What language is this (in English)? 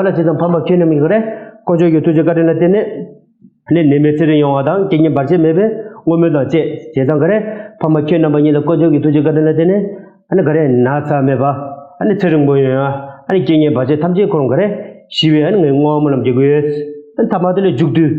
Tibetan